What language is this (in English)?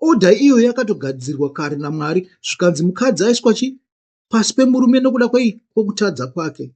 Shona